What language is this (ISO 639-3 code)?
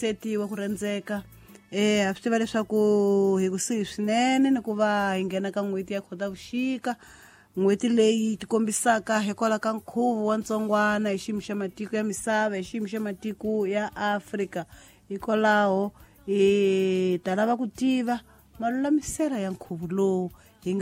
tso